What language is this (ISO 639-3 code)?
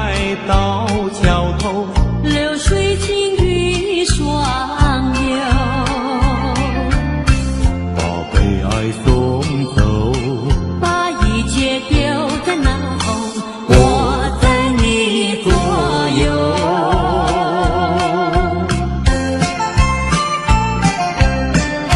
zho